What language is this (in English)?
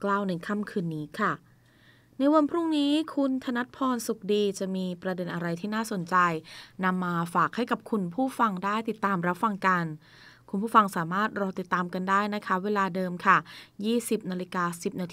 Thai